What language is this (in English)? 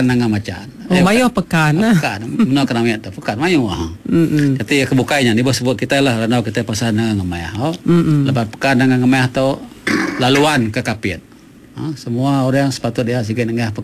Iban